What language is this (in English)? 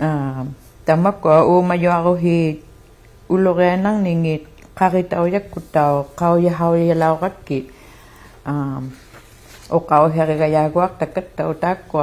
Inuktitut